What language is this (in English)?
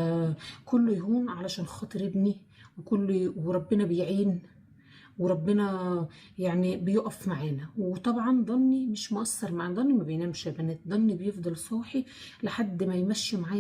Egyptian Arabic